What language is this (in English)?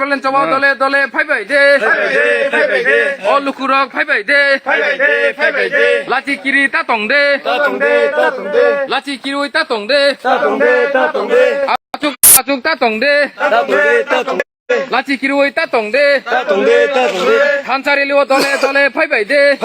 Kok Borok